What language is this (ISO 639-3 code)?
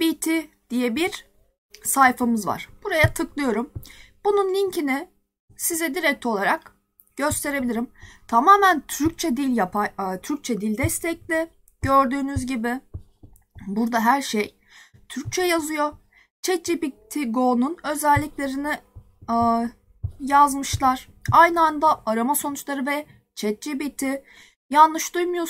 tur